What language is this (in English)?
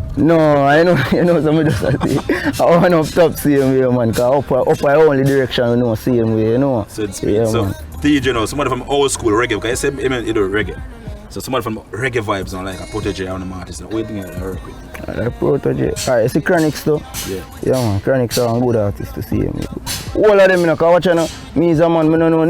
Jamaican Creole English